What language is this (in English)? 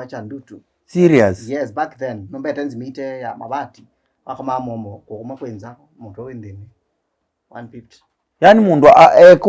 Kamba